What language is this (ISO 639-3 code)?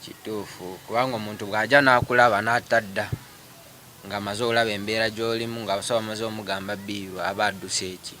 lug